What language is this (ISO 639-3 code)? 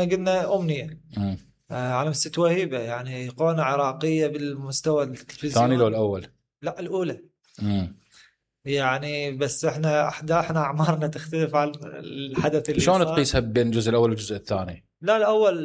acm